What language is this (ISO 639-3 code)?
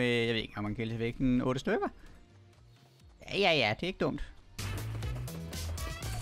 dan